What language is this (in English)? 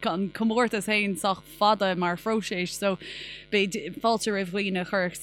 Irish